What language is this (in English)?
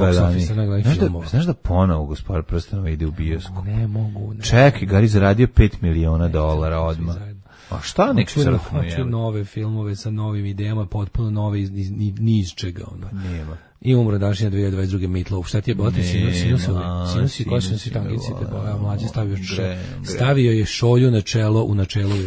Serbian